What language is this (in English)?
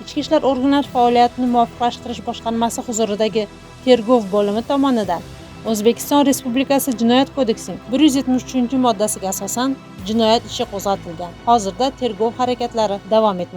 Uzbek